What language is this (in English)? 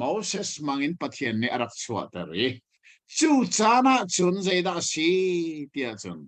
Hakha Chin